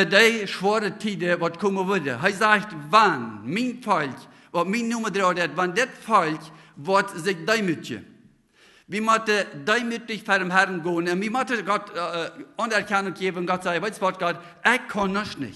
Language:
Plautdietsch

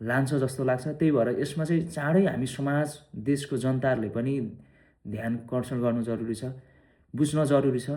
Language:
Nepali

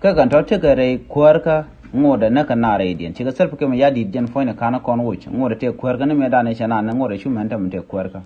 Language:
Nuer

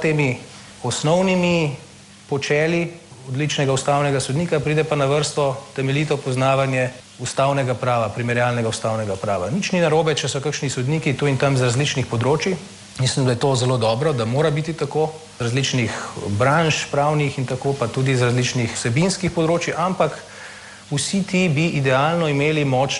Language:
Slovenian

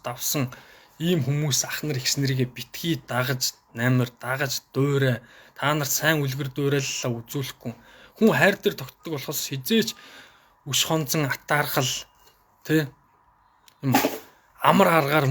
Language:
Mongolian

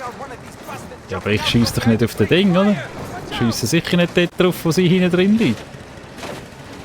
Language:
Swiss German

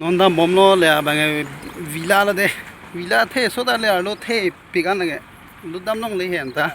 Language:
Karbi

